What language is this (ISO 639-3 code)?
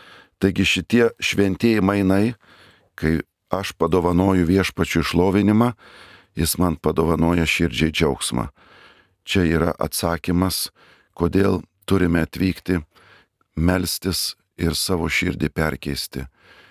lit